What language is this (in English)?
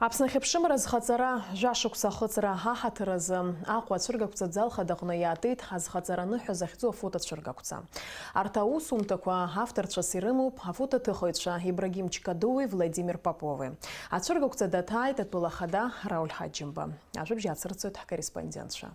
Abkhazian